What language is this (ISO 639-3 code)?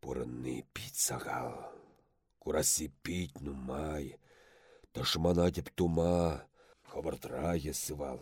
chv